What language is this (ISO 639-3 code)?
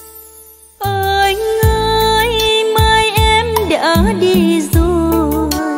vie